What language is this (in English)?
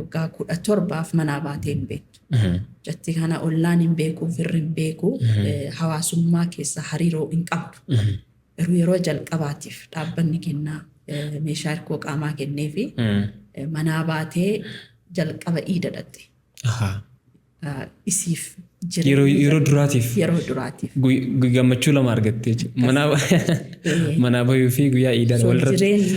Oromo